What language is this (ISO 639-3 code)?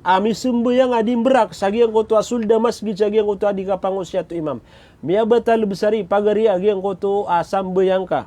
mrw